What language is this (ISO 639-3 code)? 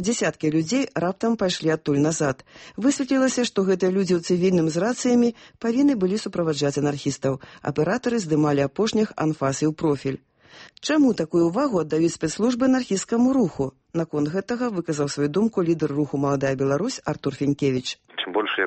bel